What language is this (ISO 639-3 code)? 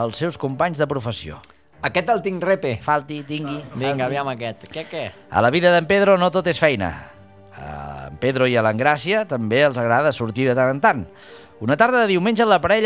cat